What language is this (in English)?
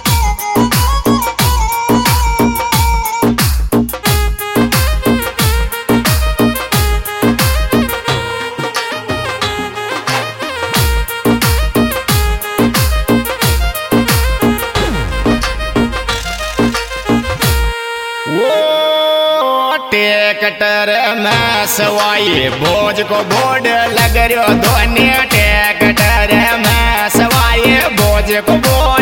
Hindi